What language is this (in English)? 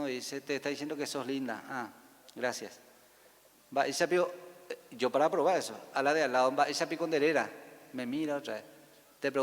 Guarani